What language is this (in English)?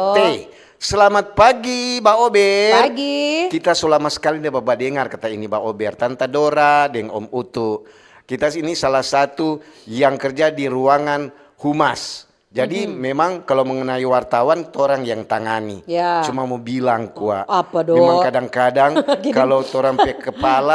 Manado Malay